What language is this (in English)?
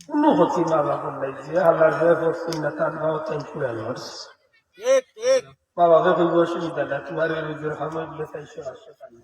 Sylheti